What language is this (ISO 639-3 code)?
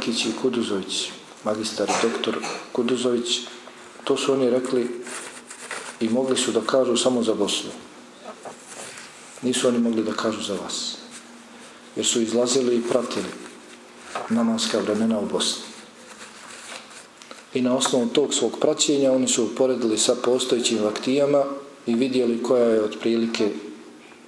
bos